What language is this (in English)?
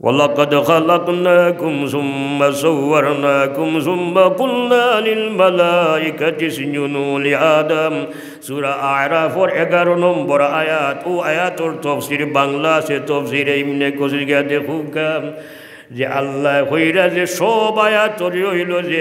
Sylheti